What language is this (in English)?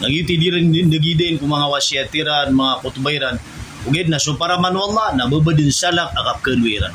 Maranao